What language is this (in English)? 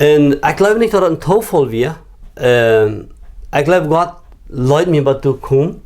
Plautdietsch